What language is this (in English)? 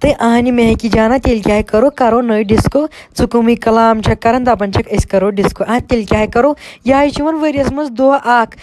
Kashmiri